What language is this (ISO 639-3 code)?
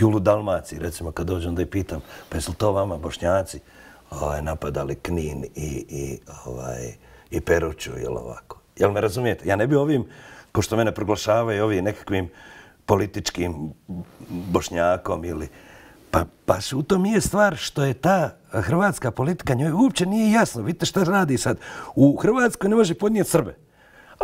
bos